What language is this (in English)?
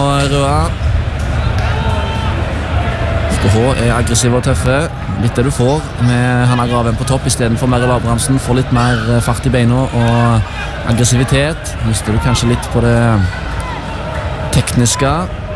Norwegian